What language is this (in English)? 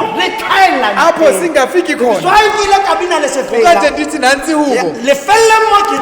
Tswana